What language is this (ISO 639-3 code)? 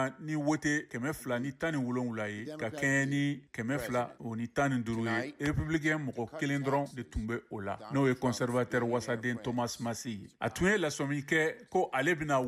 bam